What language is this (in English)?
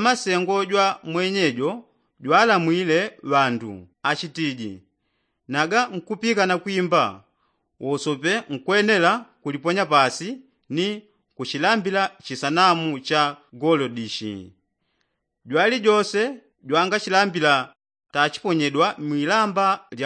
Yao